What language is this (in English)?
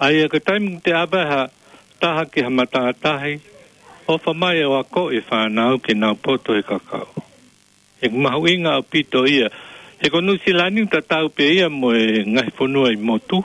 Tongan